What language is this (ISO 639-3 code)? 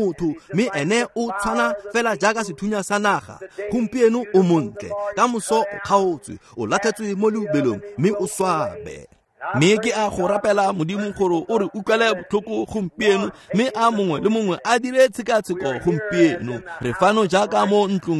tsn